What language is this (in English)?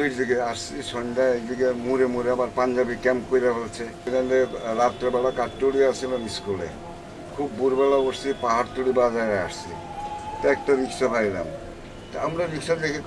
Bangla